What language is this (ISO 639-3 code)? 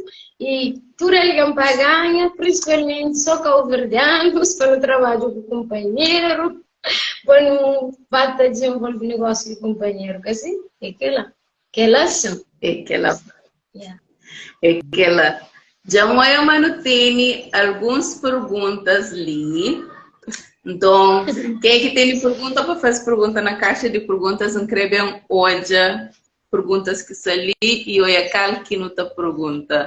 kea